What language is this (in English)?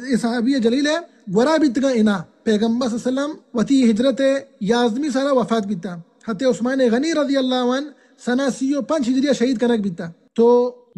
Baluchi